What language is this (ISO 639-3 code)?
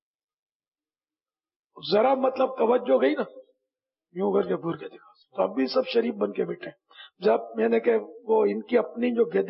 urd